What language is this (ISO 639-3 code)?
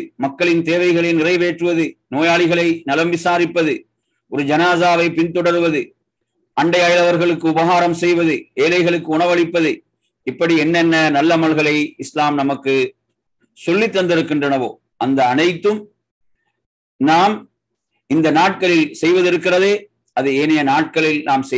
tam